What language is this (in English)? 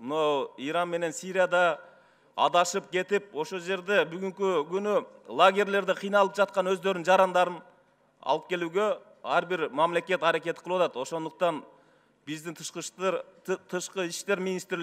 Kyrgyz